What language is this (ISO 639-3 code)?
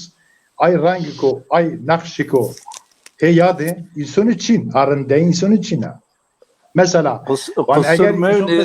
zza